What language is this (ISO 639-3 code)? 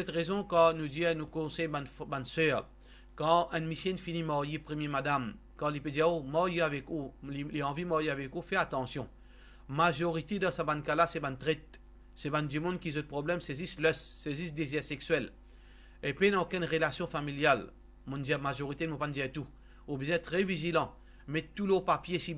mfe